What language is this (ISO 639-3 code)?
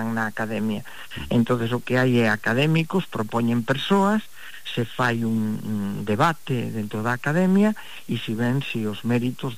glg